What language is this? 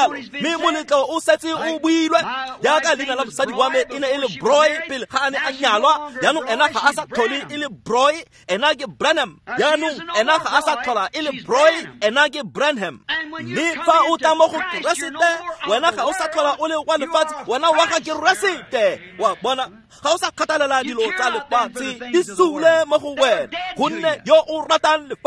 Tswana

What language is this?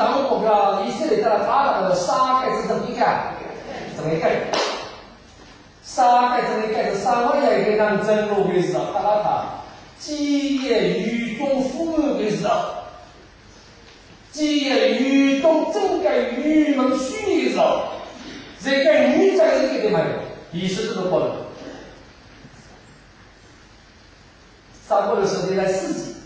Chinese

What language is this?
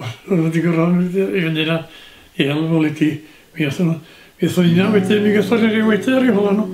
Welsh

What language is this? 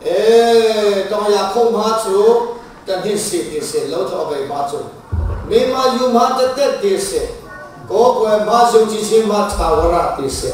Hakha Chin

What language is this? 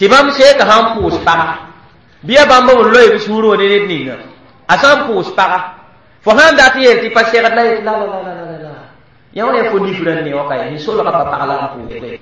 Mossi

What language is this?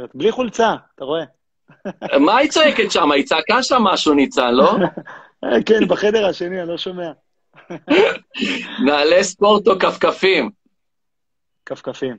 Hebrew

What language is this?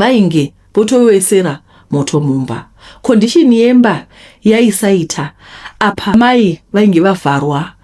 Shona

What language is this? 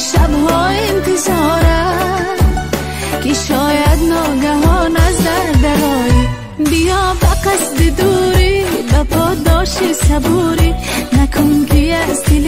Persian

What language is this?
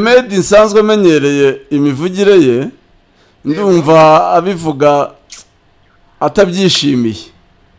Kinyarwanda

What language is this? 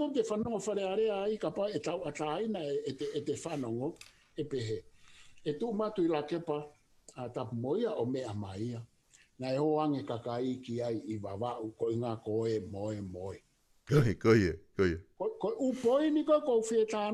Tongan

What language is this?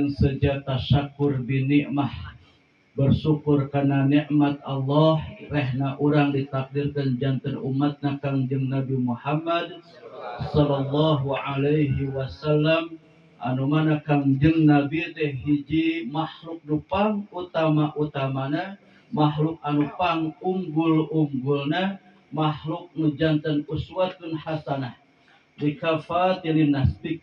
Sundanese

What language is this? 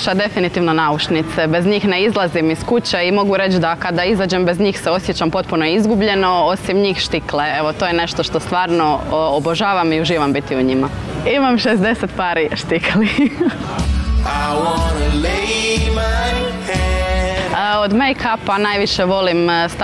Croatian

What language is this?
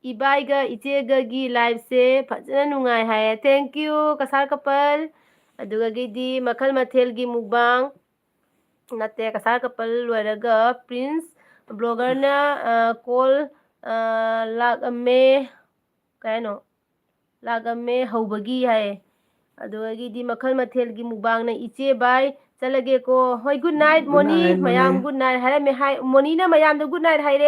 Manipuri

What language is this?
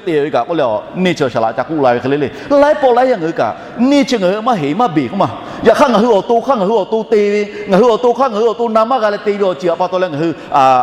Lahu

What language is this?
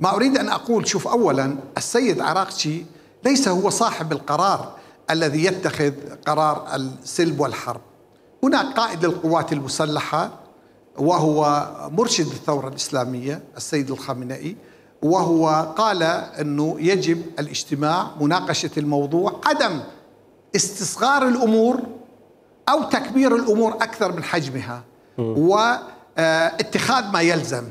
Mesopotamian Arabic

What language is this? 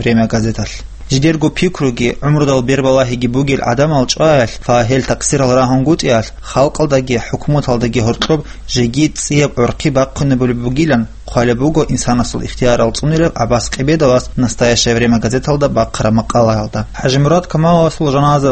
Avaric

